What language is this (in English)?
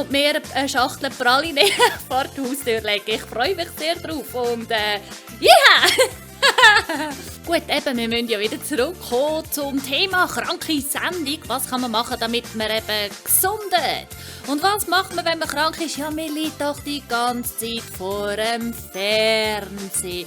Swiss German